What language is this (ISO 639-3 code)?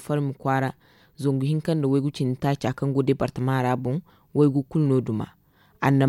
dje